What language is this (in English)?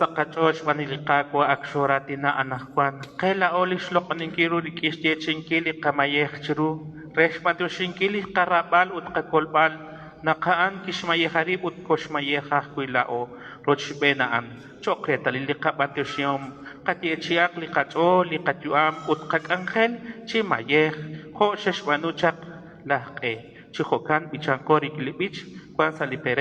Kekchí